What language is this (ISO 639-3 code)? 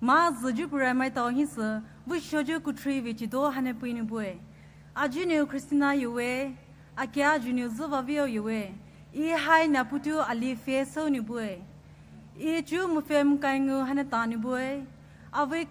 pmx